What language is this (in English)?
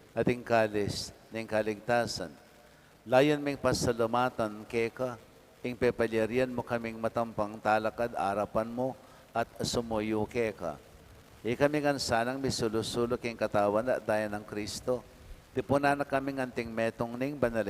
Pampanga